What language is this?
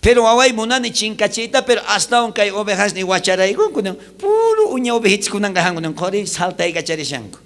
South Bolivian Quechua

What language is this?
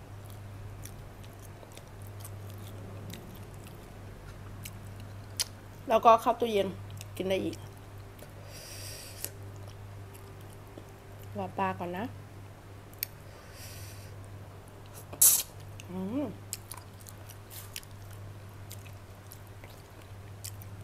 Thai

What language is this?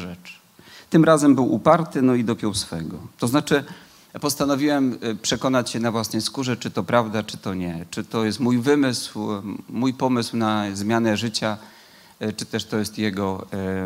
Polish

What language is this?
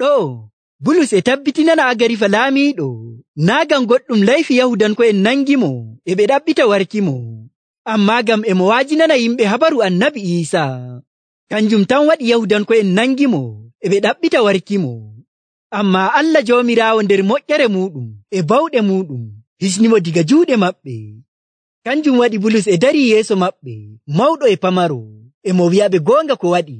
Nigerian Fulfulde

